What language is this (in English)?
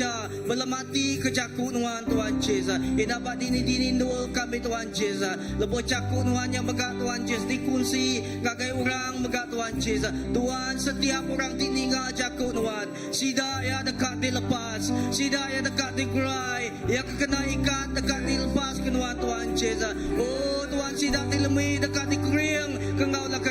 Iban